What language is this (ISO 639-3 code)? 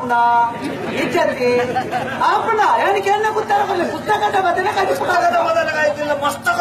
tcy